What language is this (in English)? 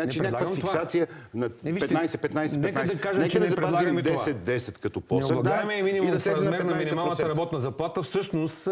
Bulgarian